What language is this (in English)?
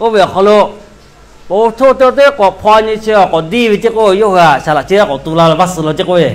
Lahu